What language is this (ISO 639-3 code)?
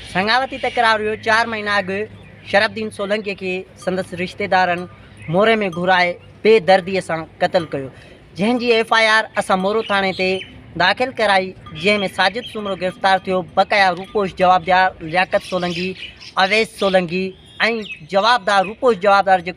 snd